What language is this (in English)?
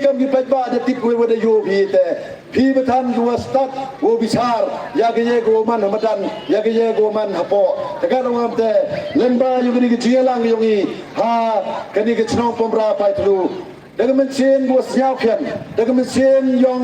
Pnar